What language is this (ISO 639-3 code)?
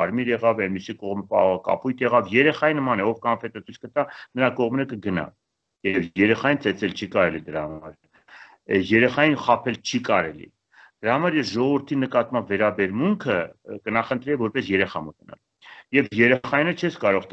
hye